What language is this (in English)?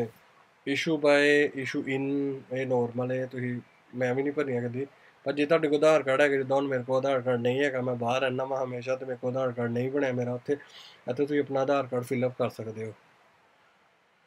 Punjabi